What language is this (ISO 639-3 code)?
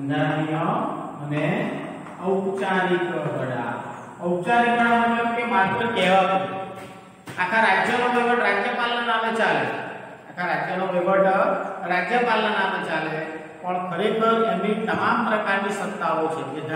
guj